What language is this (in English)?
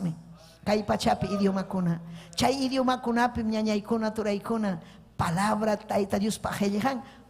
Ayacucho Quechua